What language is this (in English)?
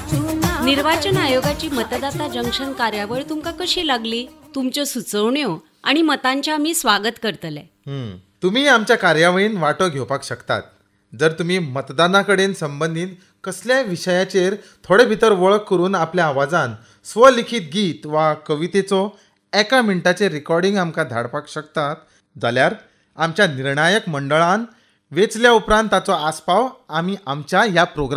Konkani